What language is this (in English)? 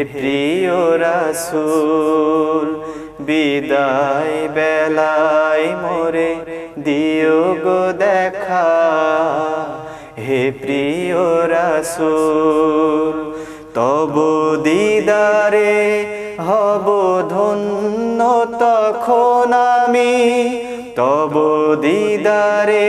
Bangla